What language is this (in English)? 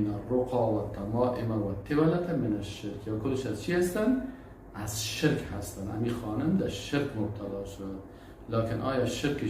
Persian